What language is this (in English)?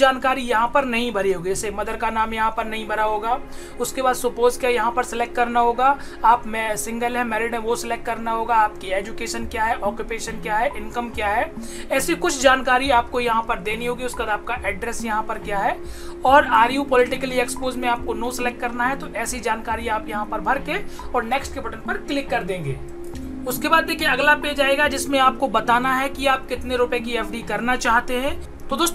Hindi